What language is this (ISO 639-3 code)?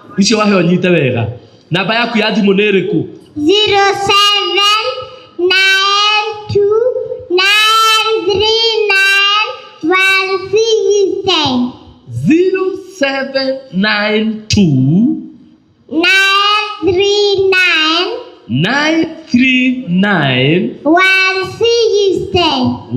kik